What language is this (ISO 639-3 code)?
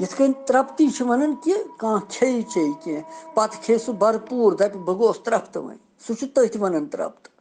kas